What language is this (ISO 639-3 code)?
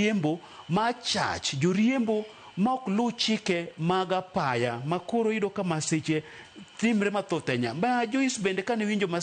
luo